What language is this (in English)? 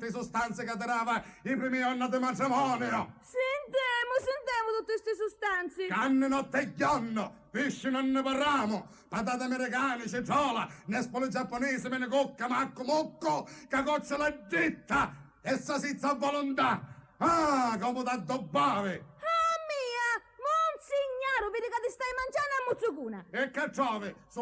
Sicilian